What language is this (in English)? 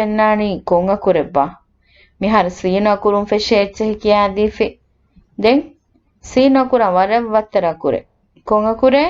Divehi